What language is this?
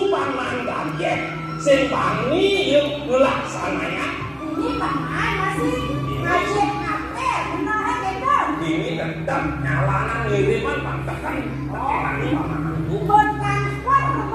Balinese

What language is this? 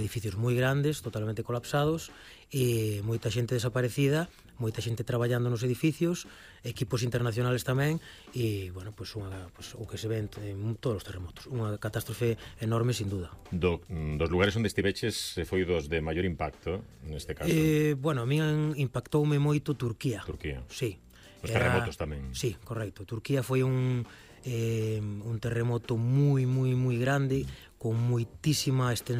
Galician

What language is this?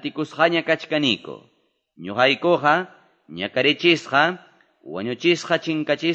Quechua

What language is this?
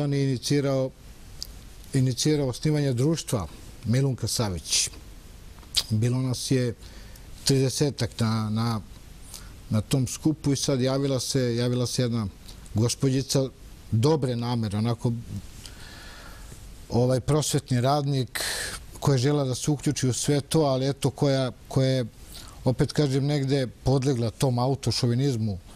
Serbian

